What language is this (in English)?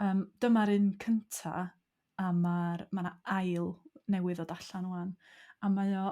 Welsh